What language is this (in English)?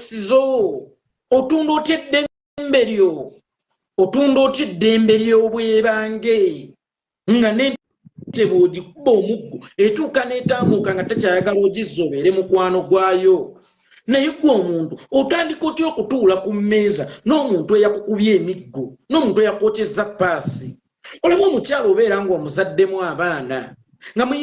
Ganda